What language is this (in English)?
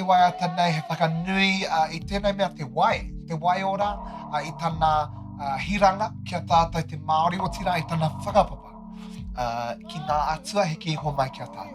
Māori